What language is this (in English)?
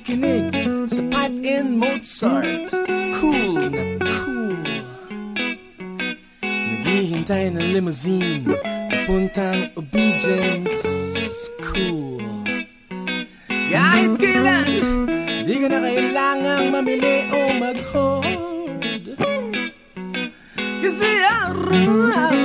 Filipino